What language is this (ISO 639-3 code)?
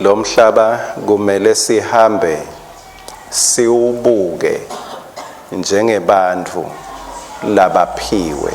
ssw